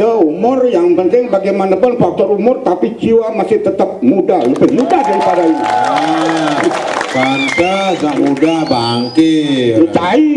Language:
Balinese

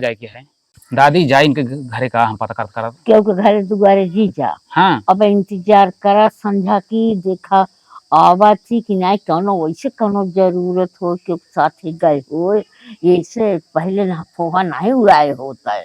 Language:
Awadhi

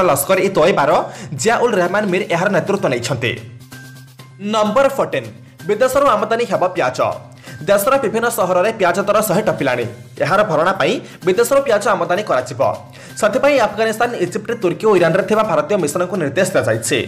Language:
Odia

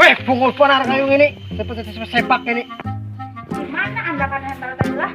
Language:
Banjar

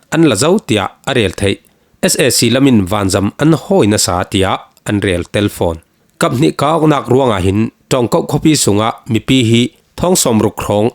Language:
Falam Chin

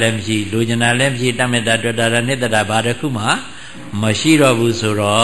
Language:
Burmese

